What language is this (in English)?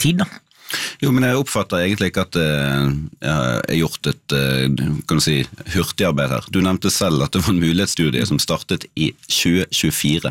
Norwegian